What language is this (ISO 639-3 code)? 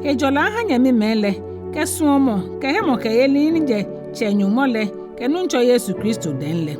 gaa